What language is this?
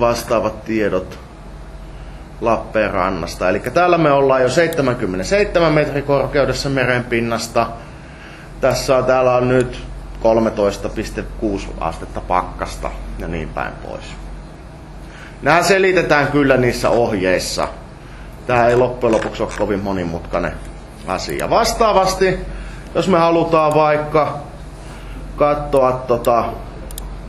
Finnish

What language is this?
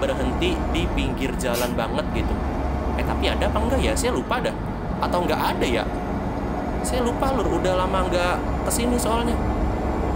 Indonesian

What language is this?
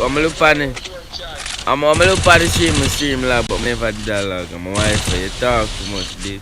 Jamaican Creole English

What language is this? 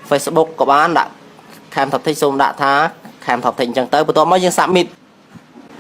Khmer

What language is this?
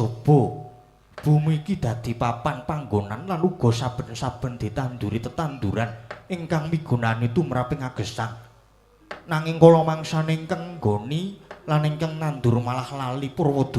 Javanese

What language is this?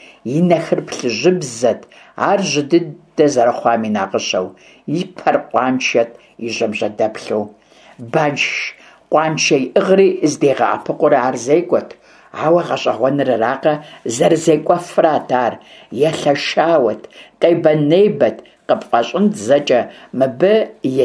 Kabardian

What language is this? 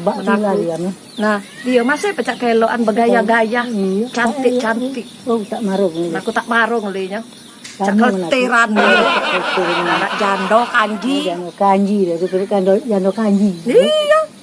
Musi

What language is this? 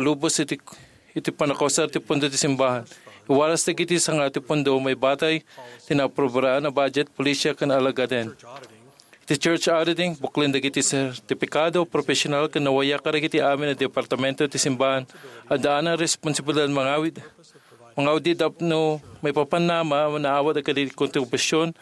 Iloko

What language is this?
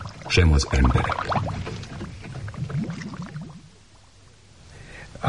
Hungarian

